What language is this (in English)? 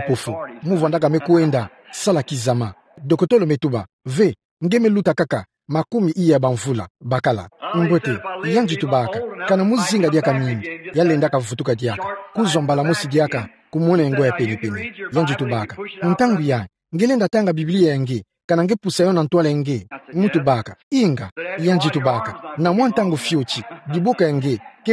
Kituba (Democratic Republic of Congo)